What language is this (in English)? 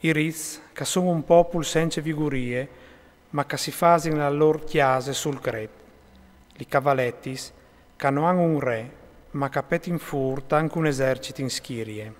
Friulian